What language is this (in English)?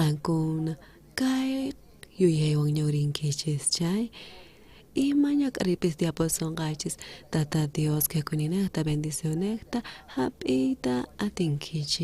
South Bolivian Quechua